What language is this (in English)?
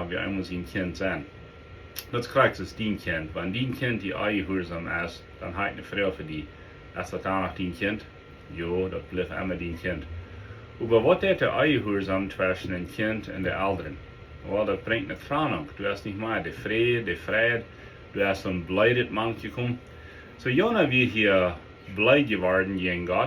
Plautdietsch